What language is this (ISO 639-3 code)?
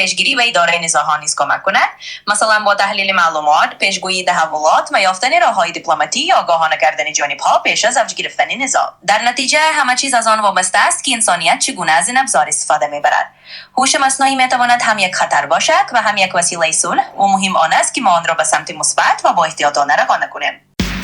tgk